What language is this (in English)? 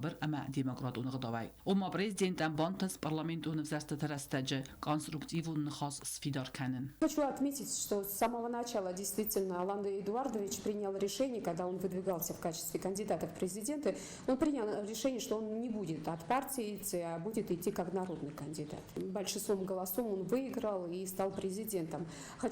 Ossetic